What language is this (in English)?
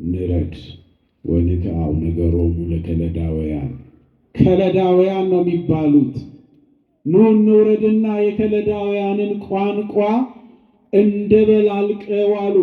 Amharic